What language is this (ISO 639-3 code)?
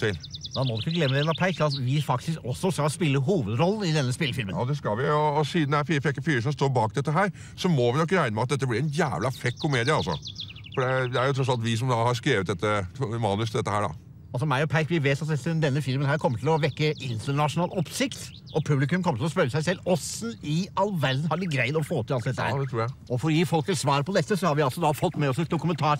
nor